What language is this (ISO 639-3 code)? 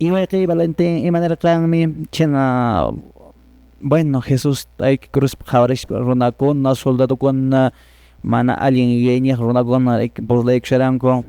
que